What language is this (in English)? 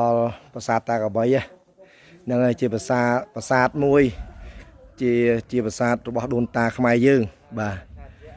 Khmer